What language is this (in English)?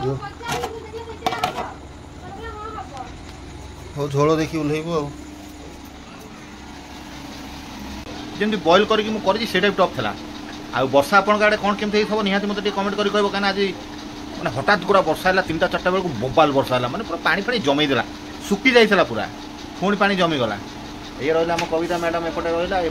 Odia